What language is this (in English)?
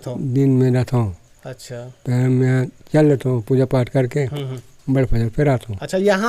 Chhattisgarhi